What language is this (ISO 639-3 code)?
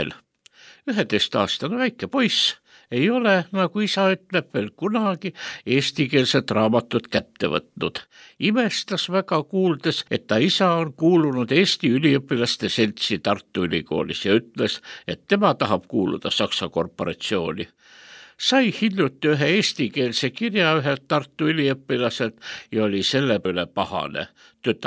est